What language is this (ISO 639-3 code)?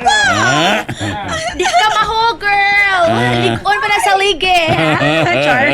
ceb